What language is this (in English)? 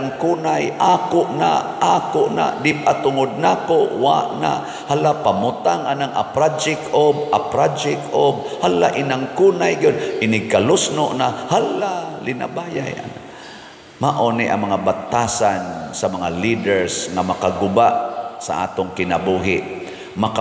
Cebuano